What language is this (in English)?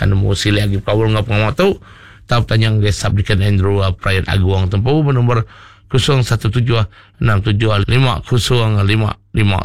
Iban